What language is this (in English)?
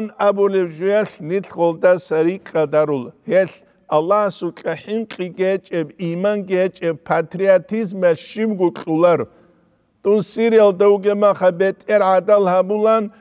Avaric